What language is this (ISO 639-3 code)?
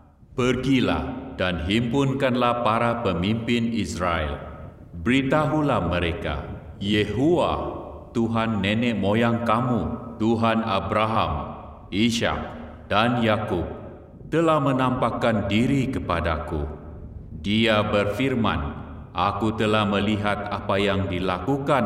msa